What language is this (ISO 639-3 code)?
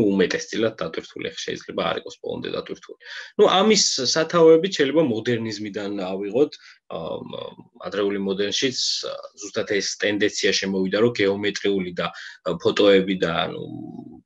kat